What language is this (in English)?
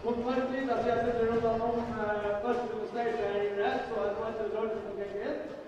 Faroese